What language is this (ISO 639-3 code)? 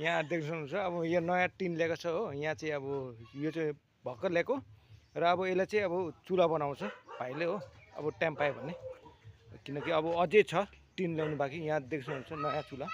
nep